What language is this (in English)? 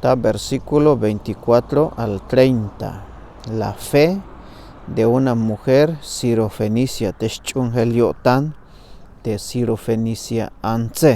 Tzeltal